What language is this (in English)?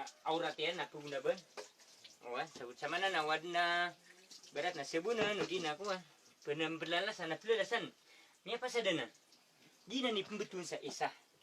Maranao